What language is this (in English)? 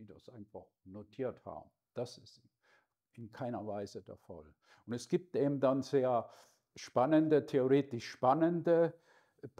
German